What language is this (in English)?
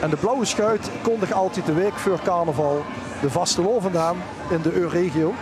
Limburgish